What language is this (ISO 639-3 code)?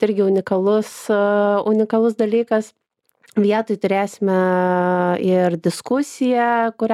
lit